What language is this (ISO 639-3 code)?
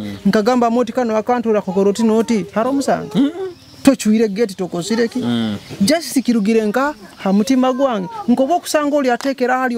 nyo